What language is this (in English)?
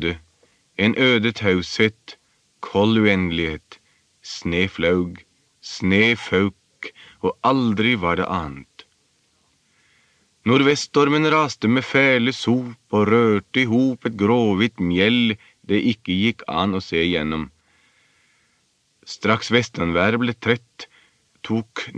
Norwegian